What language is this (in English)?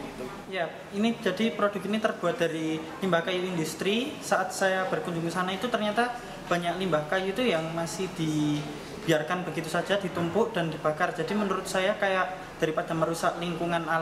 Indonesian